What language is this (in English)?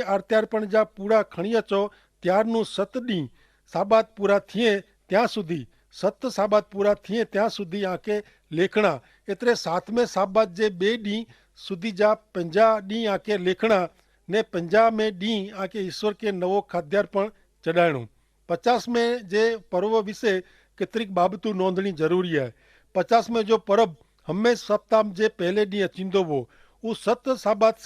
Kachhi